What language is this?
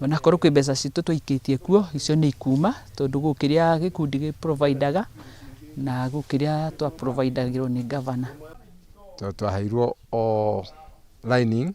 Kikuyu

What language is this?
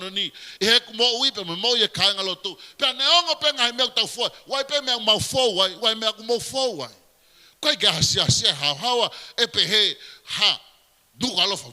Tongan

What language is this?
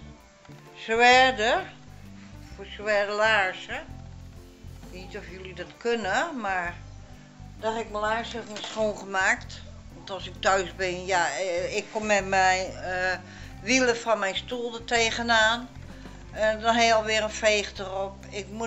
Dutch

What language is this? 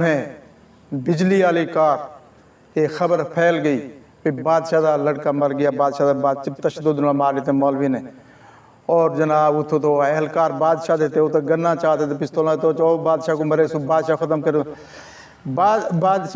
Saraiki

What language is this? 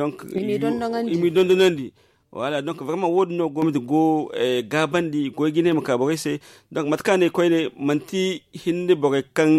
Zarma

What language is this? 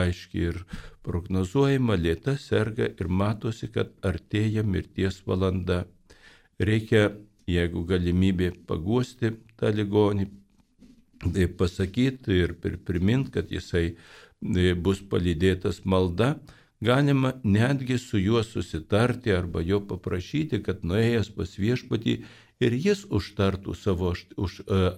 Lithuanian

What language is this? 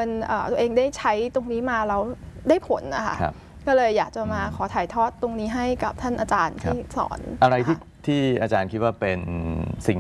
Thai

